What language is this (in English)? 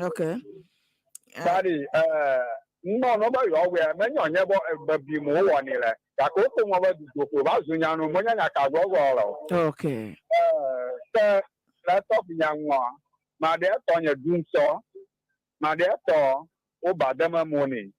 Ewe